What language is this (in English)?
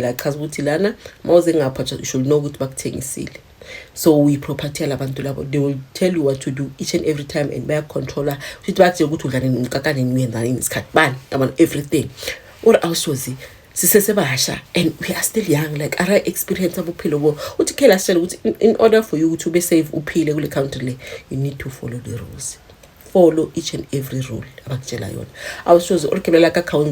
Zulu